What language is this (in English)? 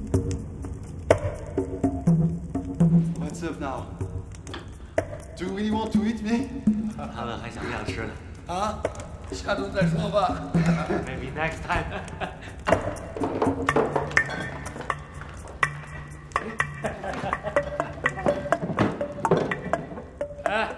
Chinese